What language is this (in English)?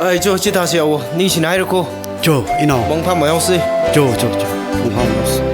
Tangkhul Naga (India)